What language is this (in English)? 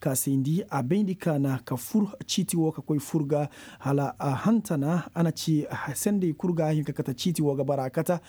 Koyraboro Senni